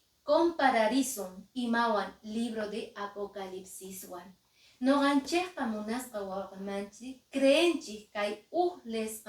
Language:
Quechua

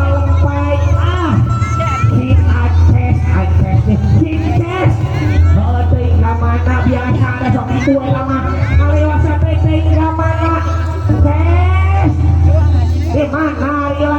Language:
Sundanese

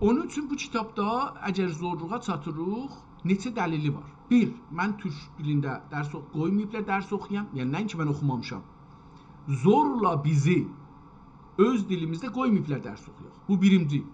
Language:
South Azerbaijani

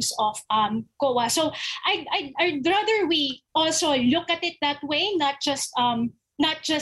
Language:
Filipino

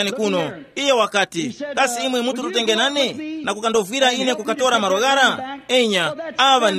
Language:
Tumbuka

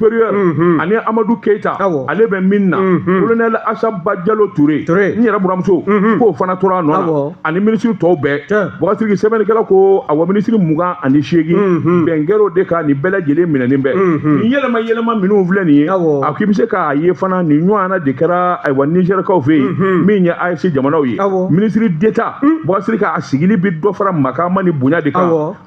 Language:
Bambara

